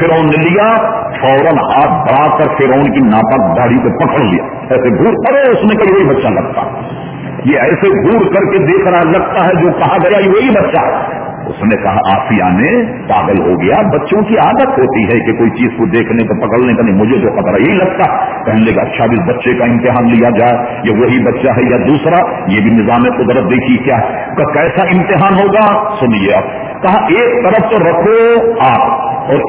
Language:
Urdu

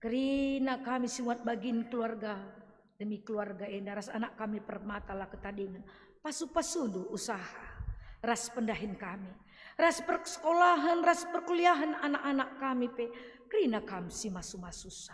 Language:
Batak Karo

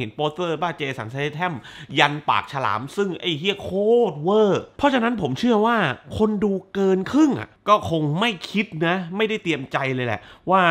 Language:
Thai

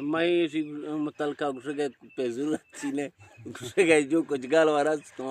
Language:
Eastern Balochi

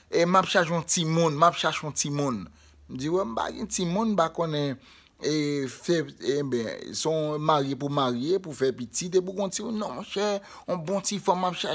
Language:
Haitian Creole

